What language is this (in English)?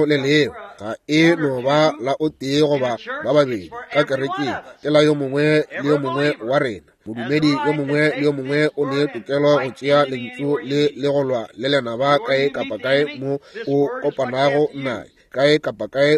Northern Sotho